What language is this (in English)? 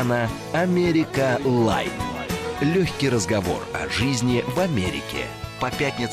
Russian